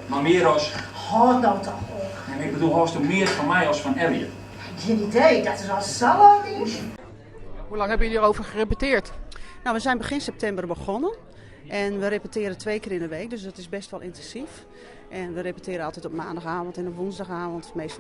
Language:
Western Frisian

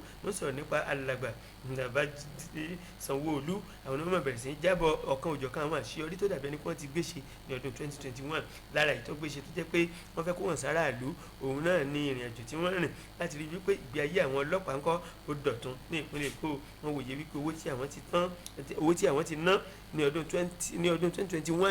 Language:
Yoruba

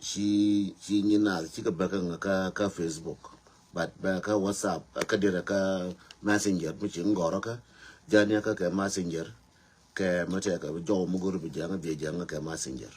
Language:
Nuer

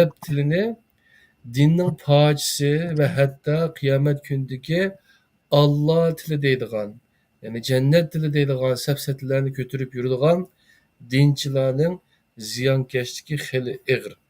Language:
Uyghur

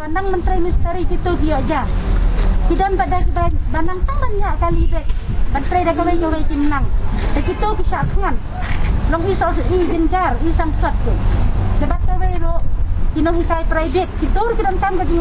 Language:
Khasi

